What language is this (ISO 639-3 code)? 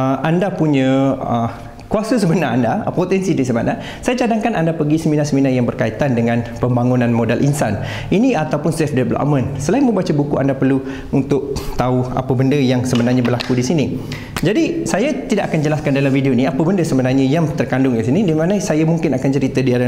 msa